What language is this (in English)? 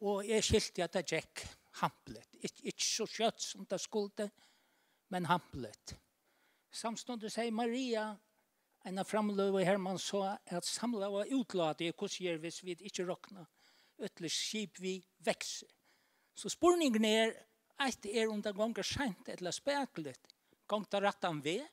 Faroese